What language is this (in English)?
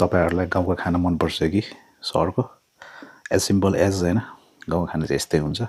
Nepali